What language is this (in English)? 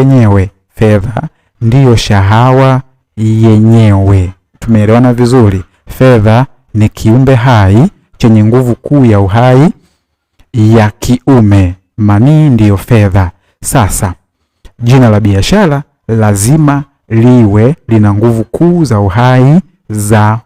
Swahili